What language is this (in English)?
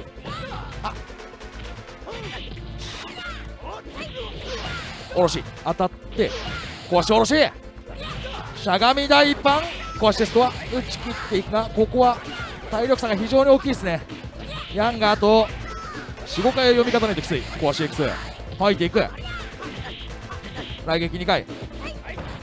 Japanese